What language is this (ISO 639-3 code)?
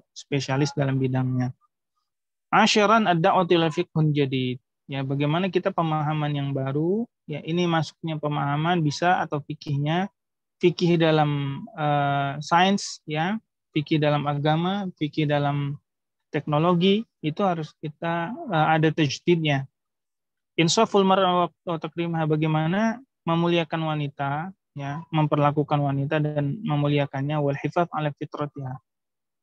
ind